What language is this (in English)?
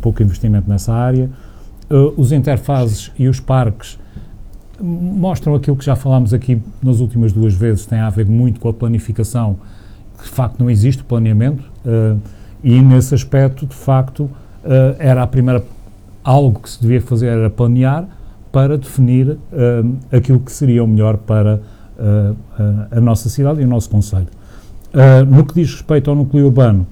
Portuguese